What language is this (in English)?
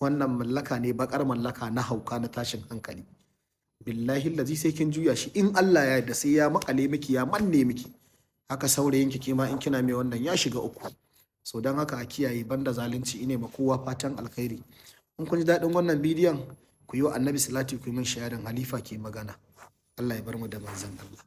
Hausa